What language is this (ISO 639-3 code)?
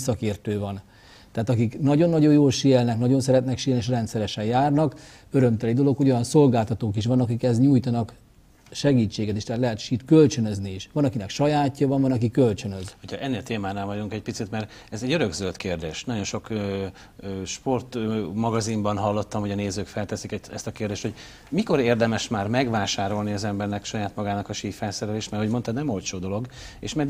hun